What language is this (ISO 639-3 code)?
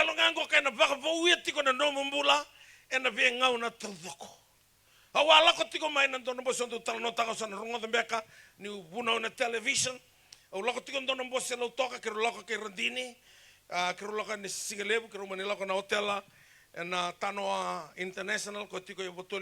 fij